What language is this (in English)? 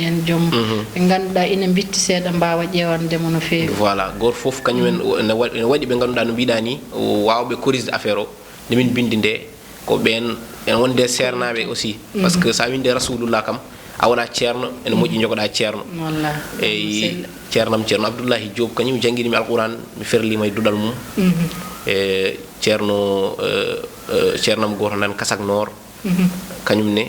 Fula